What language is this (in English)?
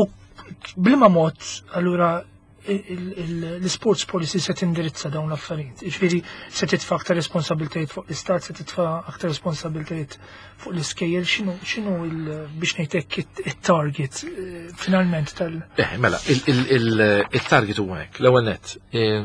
Maltese